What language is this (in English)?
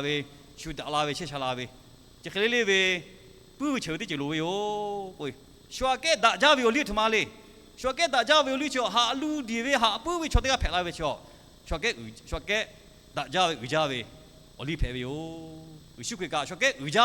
Lahu